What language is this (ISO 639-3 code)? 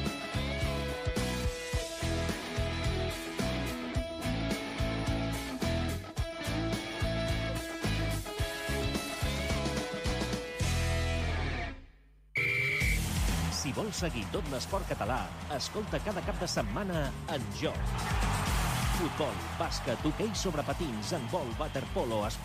cat